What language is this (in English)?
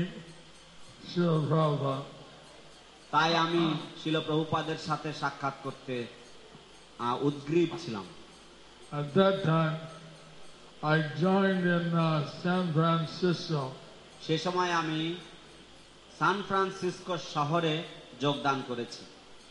Bangla